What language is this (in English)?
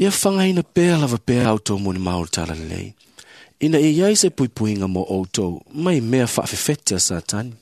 Samoan